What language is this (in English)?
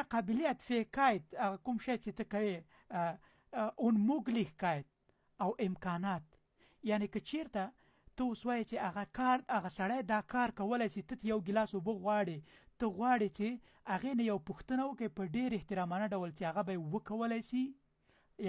Pashto